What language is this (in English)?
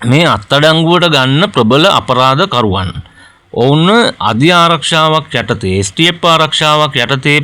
Sinhala